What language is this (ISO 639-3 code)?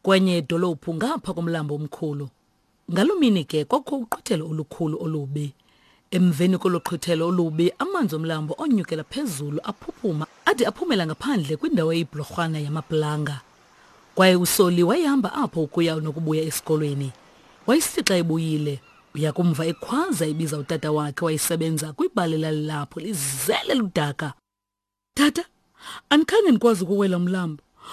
xho